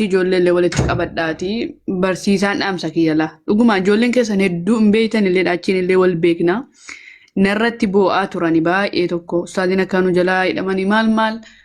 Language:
Oromo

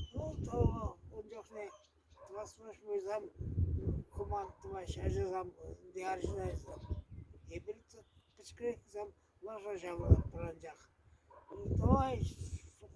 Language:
Chuvash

